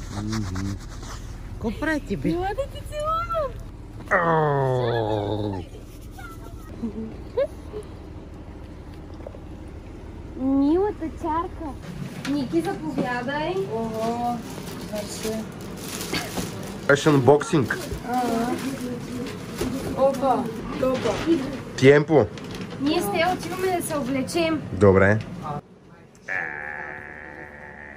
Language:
Bulgarian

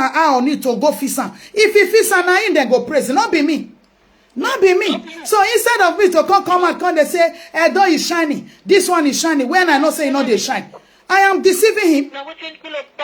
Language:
Nigerian Pidgin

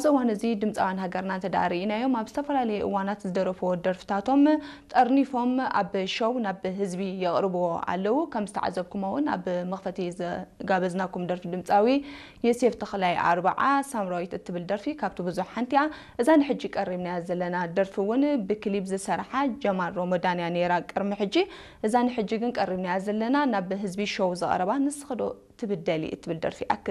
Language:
Tigrinya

